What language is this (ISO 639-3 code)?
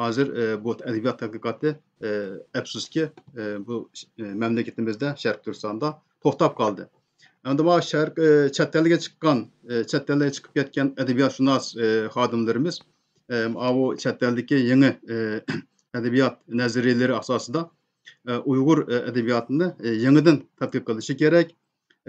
uig